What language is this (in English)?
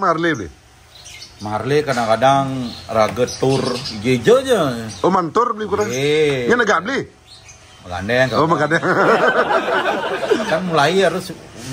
Balinese